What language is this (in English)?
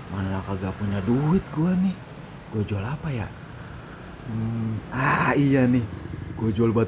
Betawi